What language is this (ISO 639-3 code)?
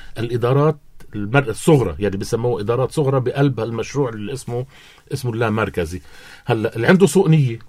apc